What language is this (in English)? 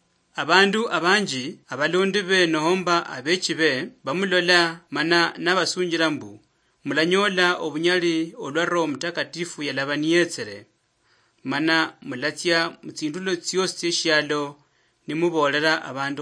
Luyia